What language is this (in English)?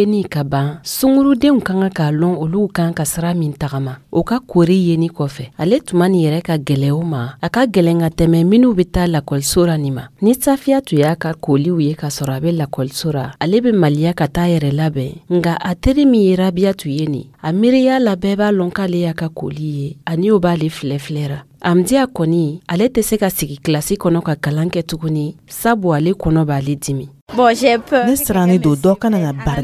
Dyula